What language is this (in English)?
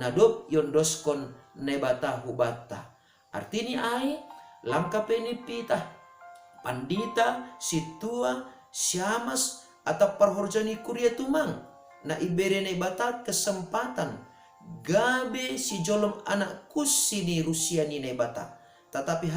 Batak Simalungun